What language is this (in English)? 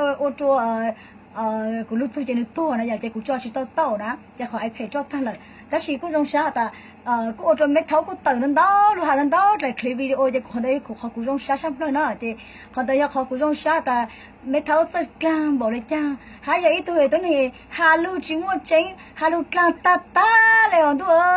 Hmong